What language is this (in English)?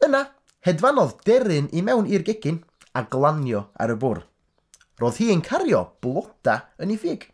Welsh